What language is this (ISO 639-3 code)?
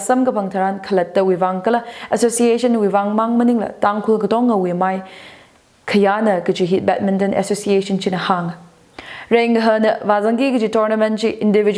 nmf